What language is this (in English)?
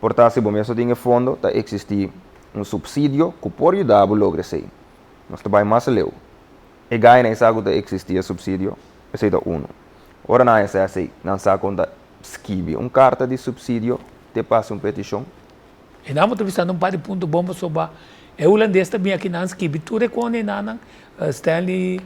Papiamento